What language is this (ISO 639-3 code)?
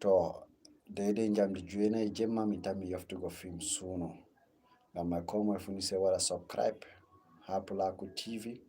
ful